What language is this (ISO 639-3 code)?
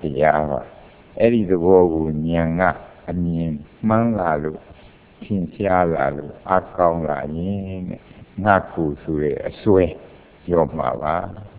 mya